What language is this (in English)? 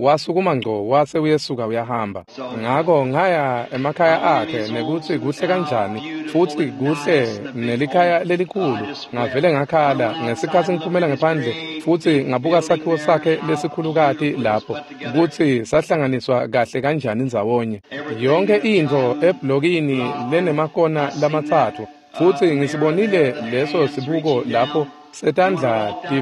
Swati